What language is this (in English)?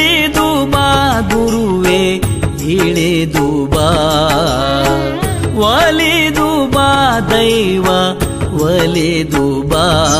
Kannada